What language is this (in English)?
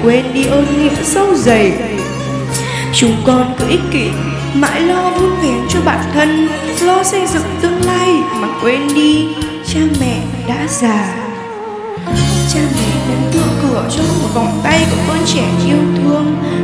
Vietnamese